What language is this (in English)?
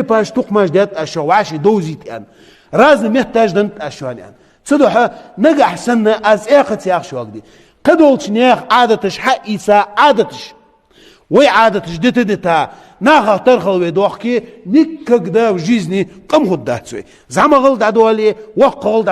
Ingush